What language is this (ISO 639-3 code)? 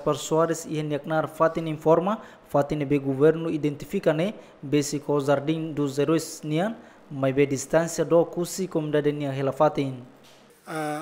tet